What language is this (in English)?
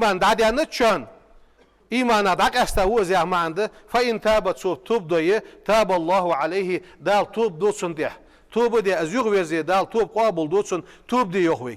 Ingush